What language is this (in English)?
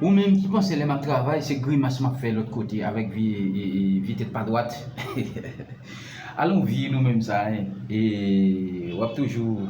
Haitian Creole